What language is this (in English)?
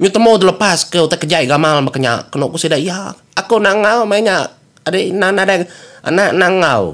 Iban